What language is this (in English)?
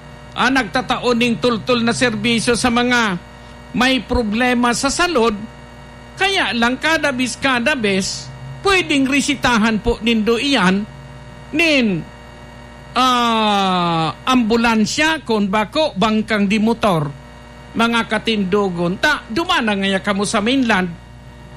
Bikol